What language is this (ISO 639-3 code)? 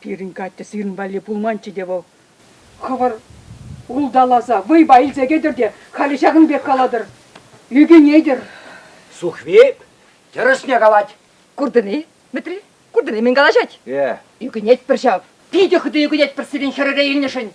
chv